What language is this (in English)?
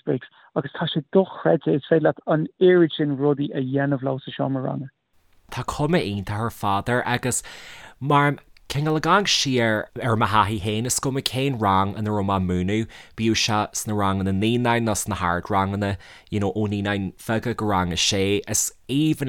Irish